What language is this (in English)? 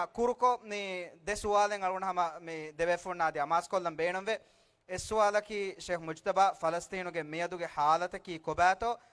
Divehi